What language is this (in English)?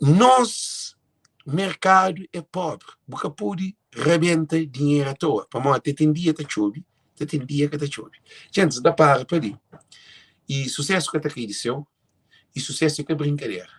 Kabuverdianu